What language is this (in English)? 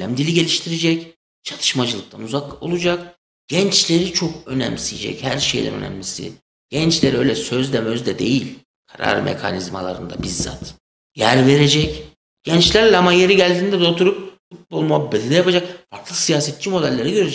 Turkish